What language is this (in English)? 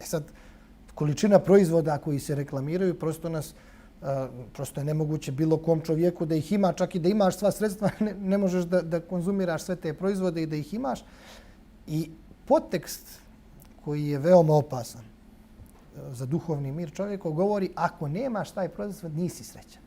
Bosnian